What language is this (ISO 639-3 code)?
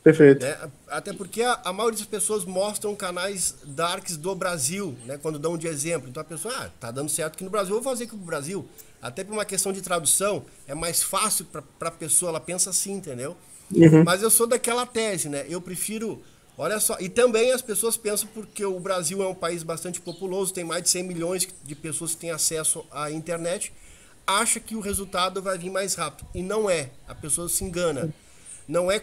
por